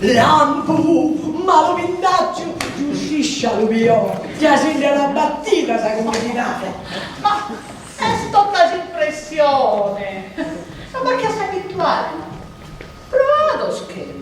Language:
Sardinian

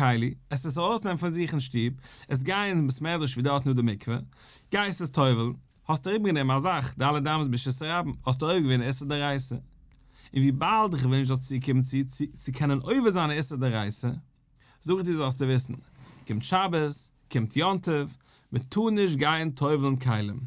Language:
Yiddish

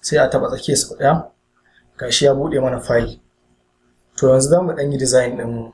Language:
Hausa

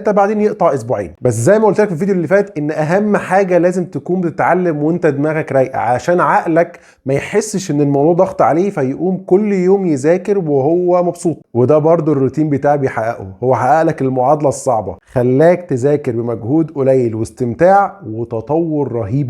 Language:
Egyptian Arabic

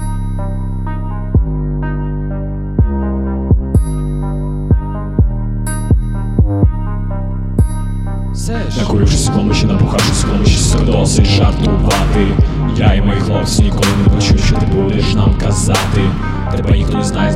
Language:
Ukrainian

